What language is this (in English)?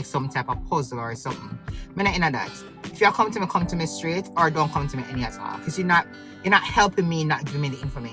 Jamaican Creole English